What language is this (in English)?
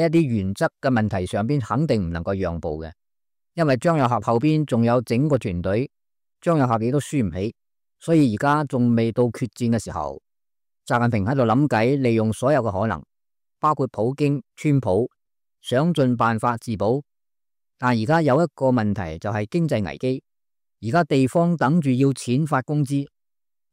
Cantonese